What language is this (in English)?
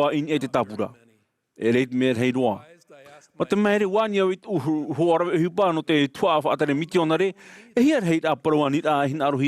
Tahitian